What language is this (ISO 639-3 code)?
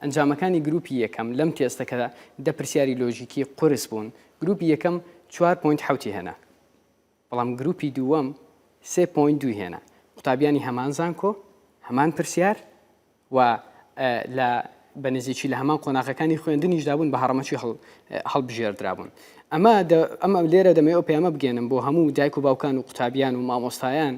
ckb